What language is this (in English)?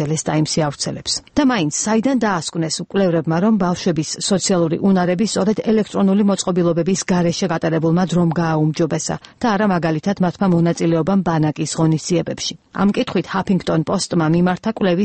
Georgian